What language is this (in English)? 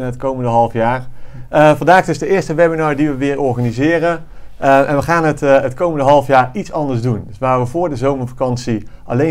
Dutch